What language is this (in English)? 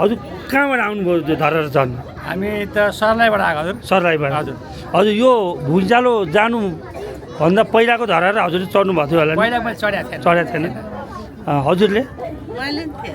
Nepali